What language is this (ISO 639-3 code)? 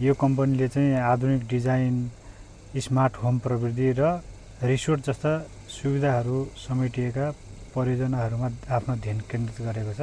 nep